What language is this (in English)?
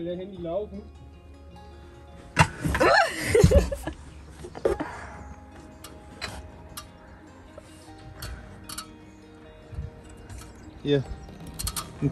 German